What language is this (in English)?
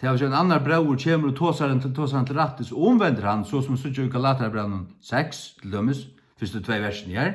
Faroese